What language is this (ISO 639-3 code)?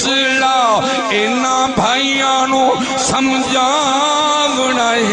skr